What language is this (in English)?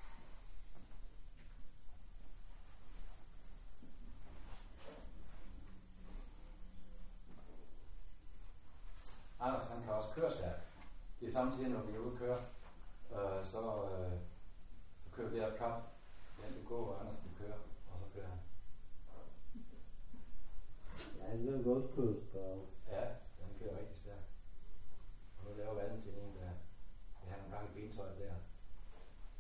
Danish